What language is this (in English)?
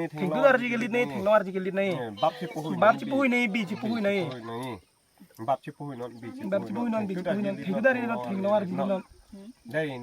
Karbi